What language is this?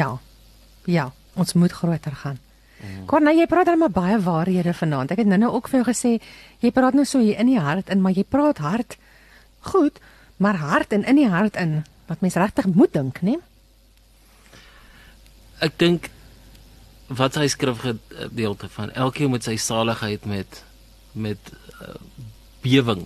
Afrikaans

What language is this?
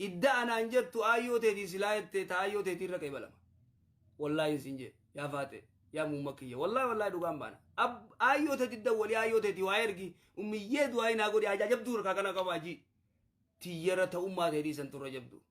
Oromo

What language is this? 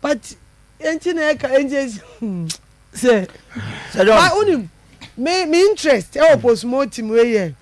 Akan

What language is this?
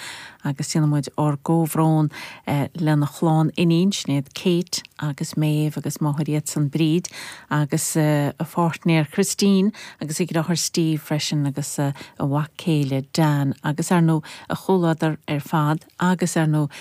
Irish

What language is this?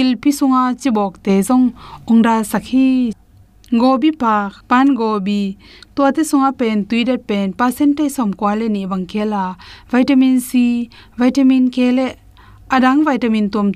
Tedim Chin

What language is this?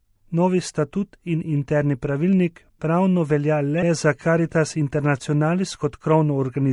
Slovenian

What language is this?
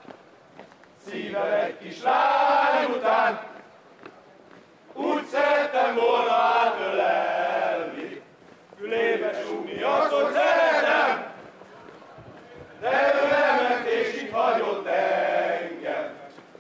Hungarian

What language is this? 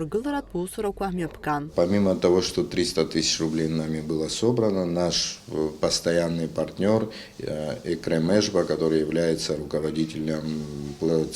Abkhazian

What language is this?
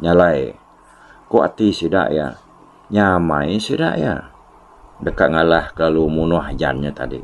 Iban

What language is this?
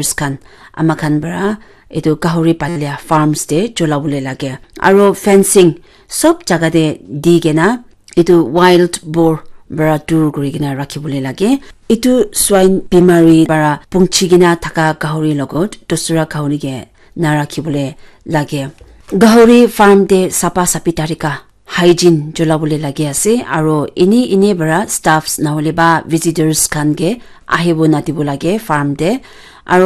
Naga Pidgin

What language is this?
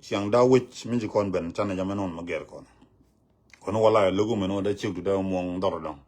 Nuer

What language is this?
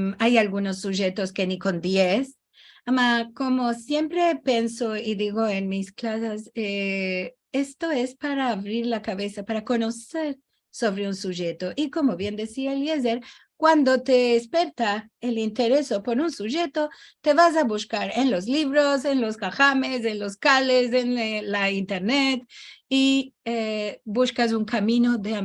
Ladino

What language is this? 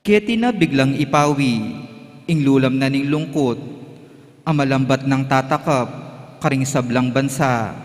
Pampanga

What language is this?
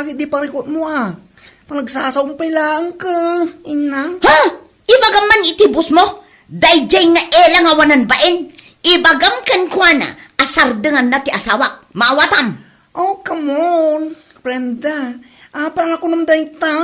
Iloko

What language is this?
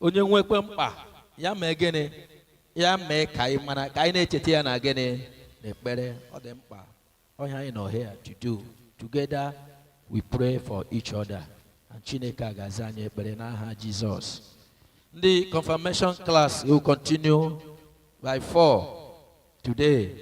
Igbo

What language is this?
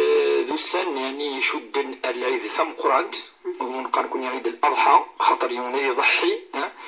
Kabyle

